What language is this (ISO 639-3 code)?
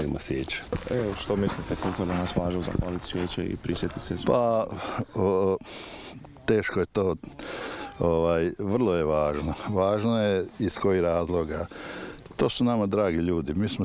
hrv